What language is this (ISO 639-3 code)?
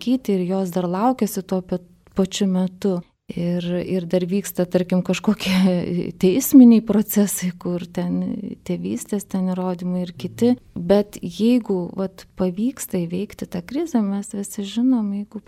lit